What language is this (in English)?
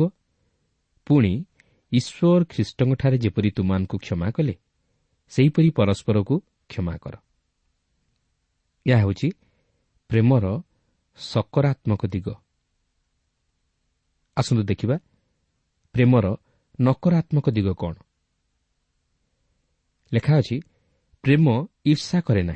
Odia